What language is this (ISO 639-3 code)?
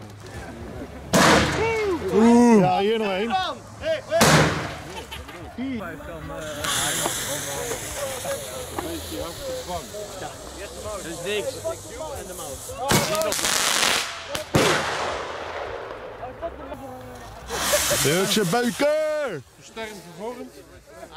nld